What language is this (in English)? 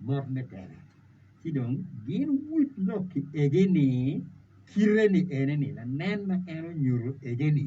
Acoli